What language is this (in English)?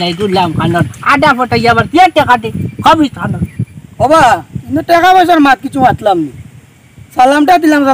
Sylheti